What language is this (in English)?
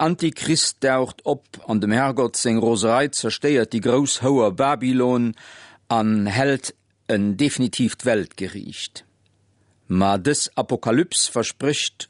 Luxembourgish